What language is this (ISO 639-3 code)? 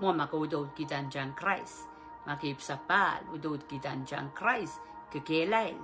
pon